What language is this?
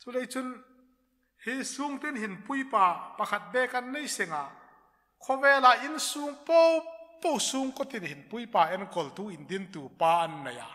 Hmar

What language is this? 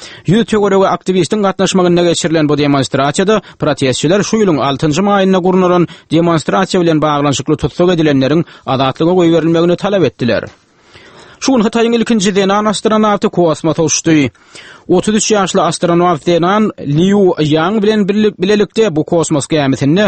Turkmen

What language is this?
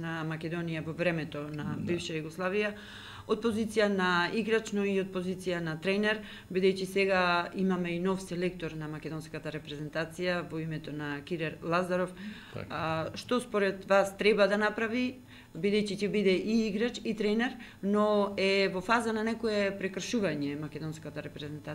Macedonian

